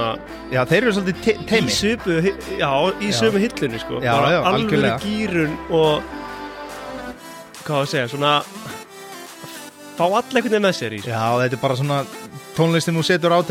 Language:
Icelandic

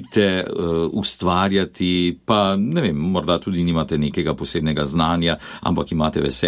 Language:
Slovenian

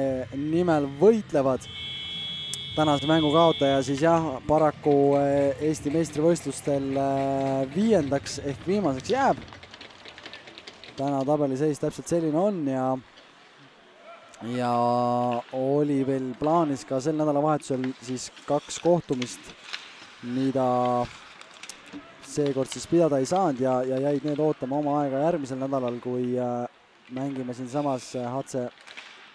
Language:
Estonian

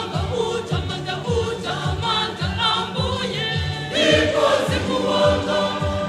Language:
Nyanja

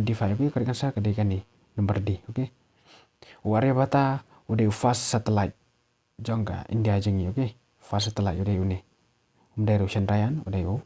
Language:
Khasi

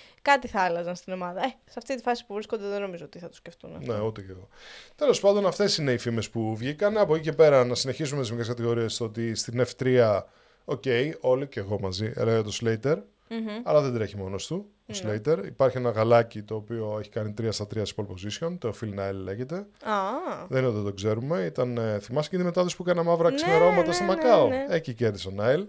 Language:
Greek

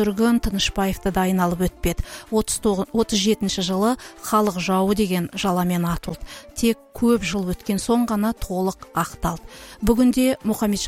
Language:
Kazakh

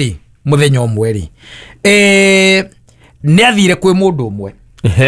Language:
Kikuyu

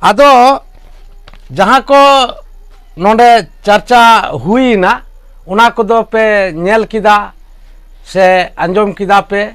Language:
Santali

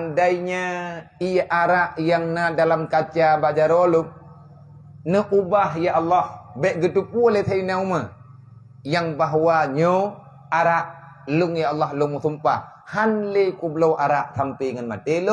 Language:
Achinese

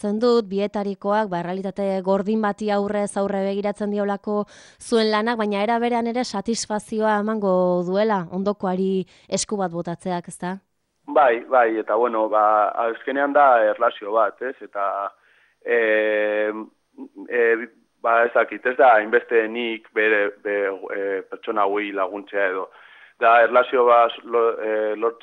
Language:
Basque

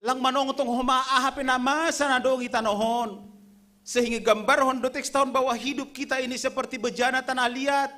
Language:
Batak Simalungun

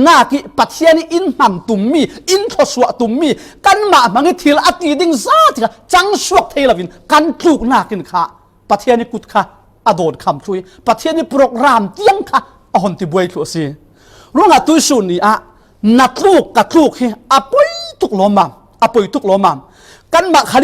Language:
Falam Chin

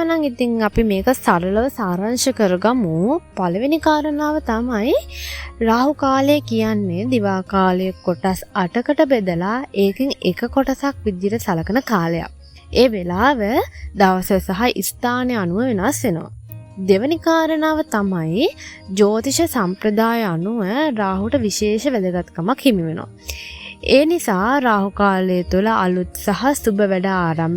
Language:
Sinhala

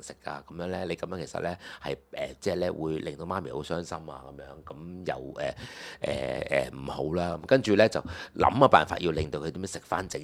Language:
Cantonese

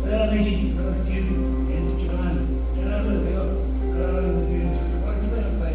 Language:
Marshallese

